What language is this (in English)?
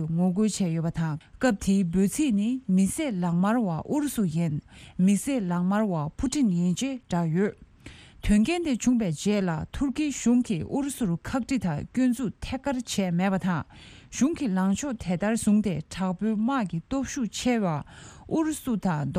Tibetan